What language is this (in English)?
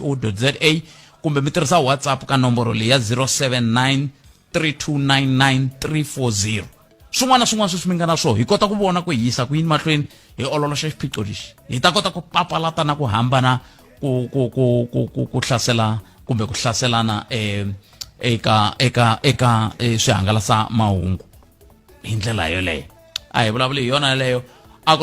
Tsonga